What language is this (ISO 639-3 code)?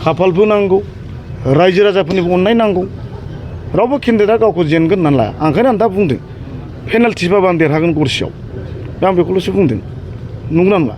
brx